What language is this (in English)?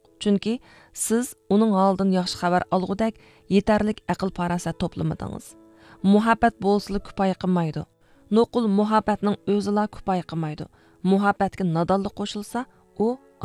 Uyghur